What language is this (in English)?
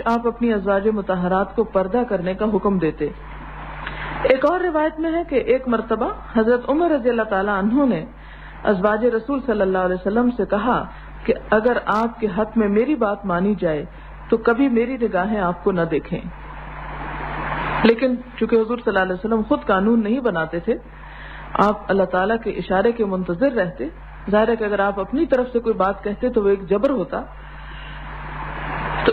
Urdu